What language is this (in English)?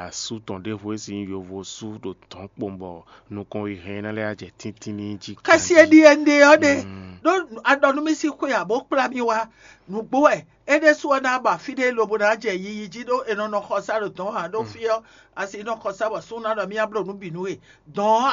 Fon